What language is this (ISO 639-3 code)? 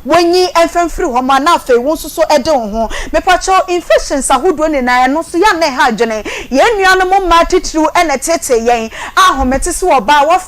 aka